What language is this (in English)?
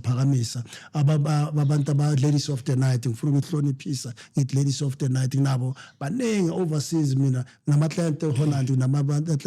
Zulu